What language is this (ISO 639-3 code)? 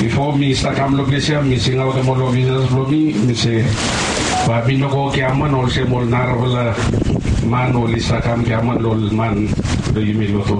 bis